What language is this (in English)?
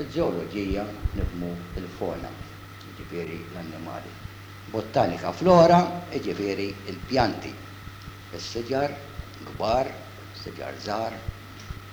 Maltese